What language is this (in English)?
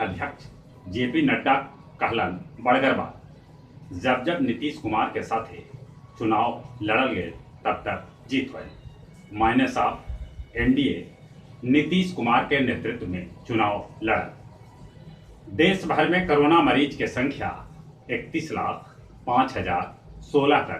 Magahi